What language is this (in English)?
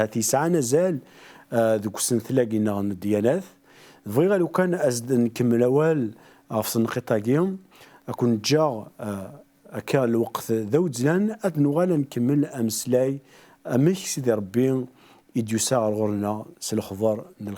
Kabyle